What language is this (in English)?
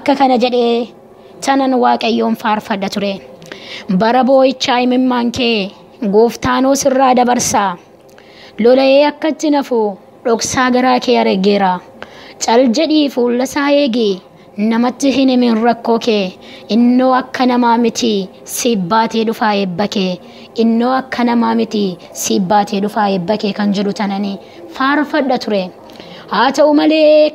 Oromo